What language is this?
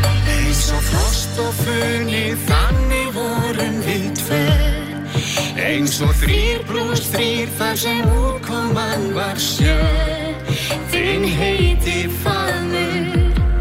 Icelandic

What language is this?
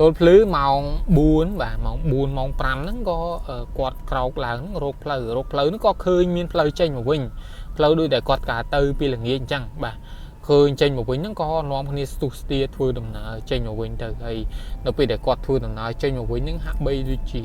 Khmer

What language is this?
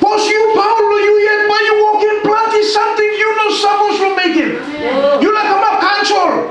Tok Pisin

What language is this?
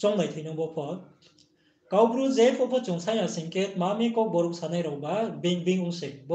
Riang (India)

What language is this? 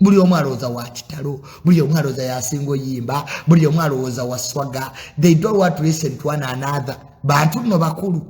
Ganda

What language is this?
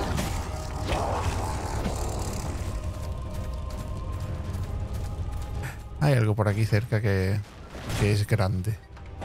Spanish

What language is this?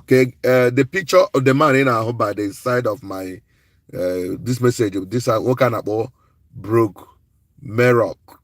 Igbo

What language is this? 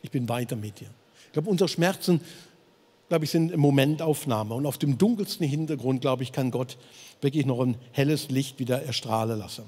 Swiss German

